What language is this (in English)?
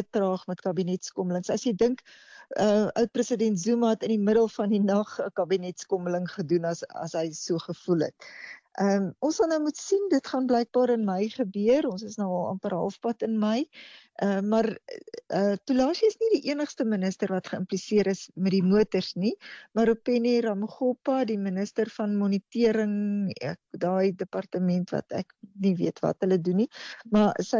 Afrikaans